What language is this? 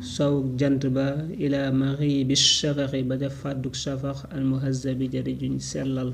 Wolof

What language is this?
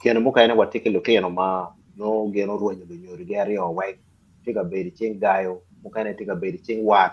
Acoli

